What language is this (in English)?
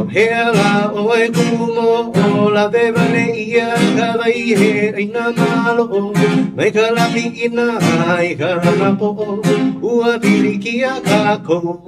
Hawaiian